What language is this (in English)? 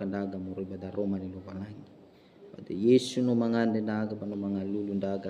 Nias